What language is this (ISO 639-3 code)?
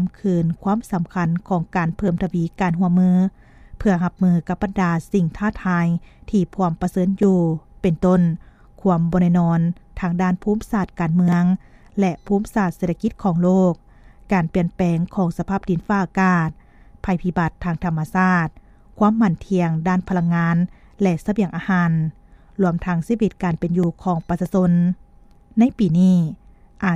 lao